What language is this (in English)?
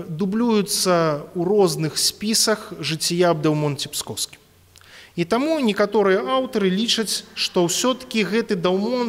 Belarusian